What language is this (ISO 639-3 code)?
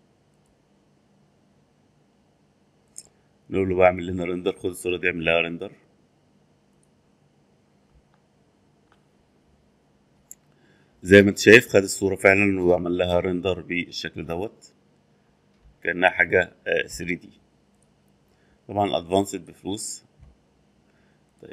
arz